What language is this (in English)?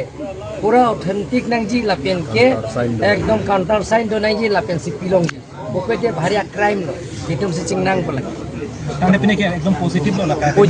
Karbi